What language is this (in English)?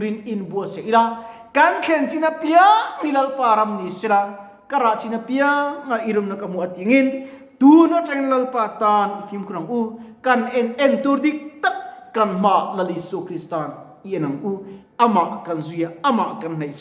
Mizo